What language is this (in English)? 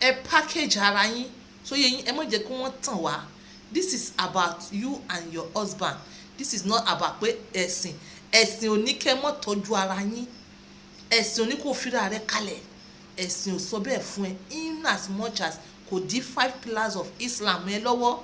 Yoruba